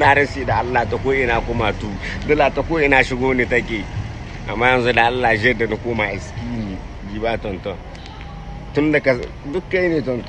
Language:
Hausa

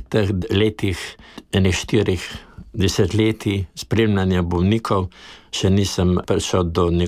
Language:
Slovenian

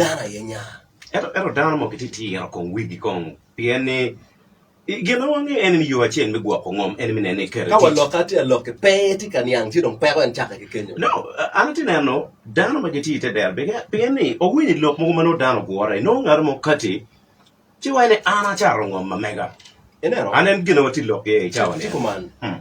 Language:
Acoli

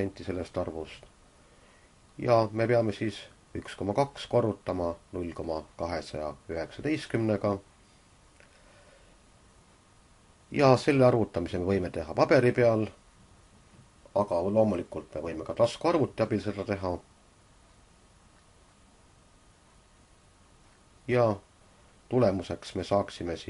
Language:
Estonian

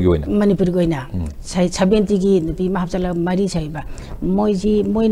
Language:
Manipuri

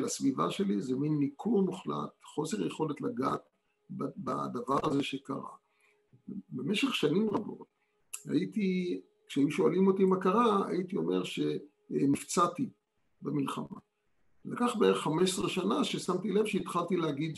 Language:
Hebrew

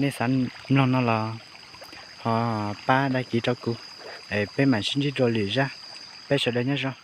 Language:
Hmong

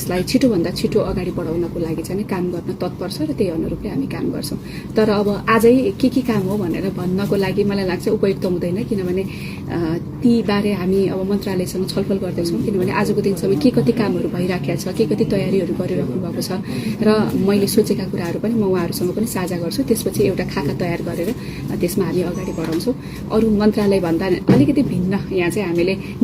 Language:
Nepali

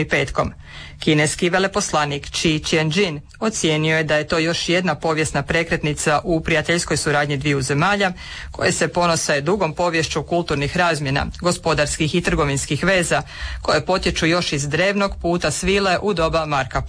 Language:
Croatian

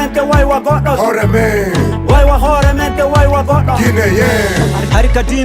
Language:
Fula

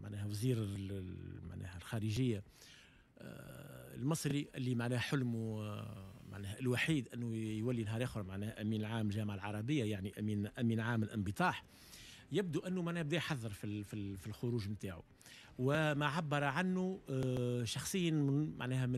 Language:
Tunisian Arabic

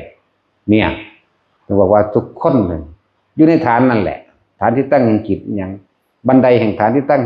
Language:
Northeastern Thai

